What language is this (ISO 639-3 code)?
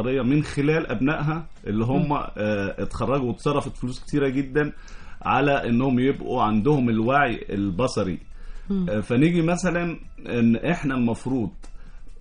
arz